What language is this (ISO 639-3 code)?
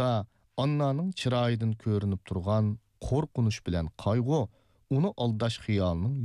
uig